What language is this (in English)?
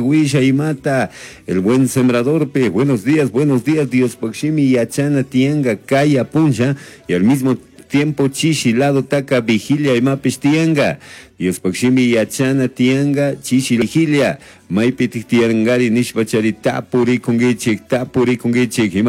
Chimborazo Highland Quichua